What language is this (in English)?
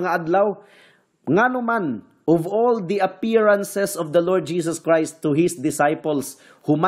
Cebuano